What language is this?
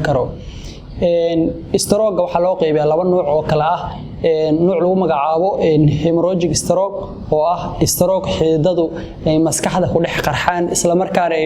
Somali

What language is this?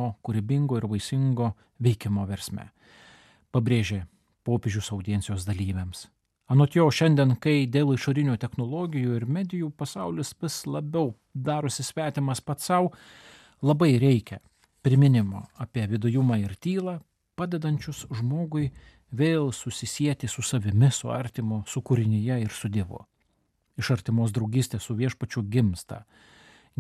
Lithuanian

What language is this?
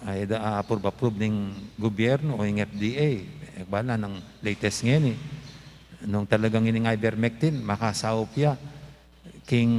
Pampanga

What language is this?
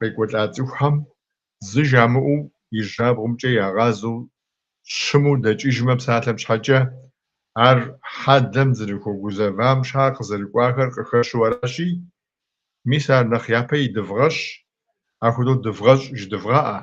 Kabardian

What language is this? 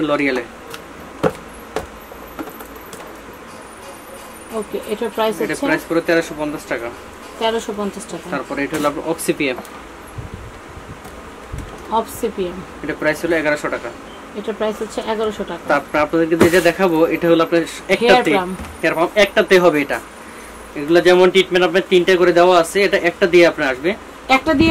Bangla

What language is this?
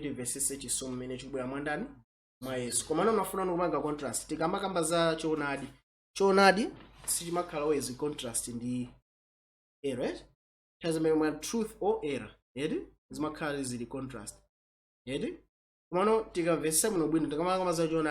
Nyanja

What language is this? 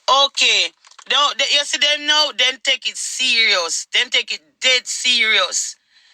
Jamaican Creole English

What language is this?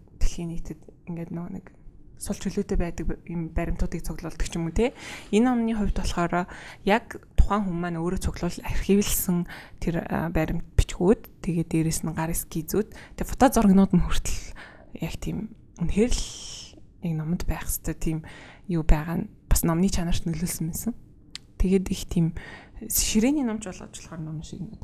Mongolian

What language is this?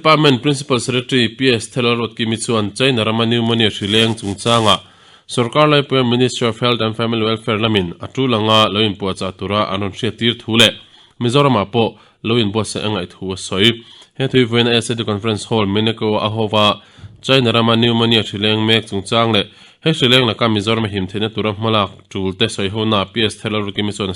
Mizo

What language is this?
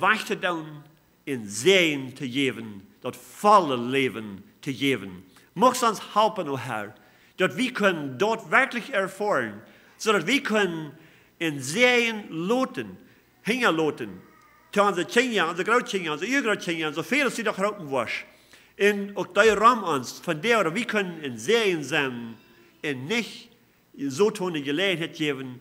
Plautdietsch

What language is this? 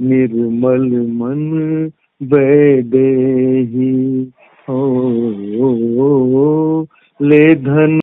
Maithili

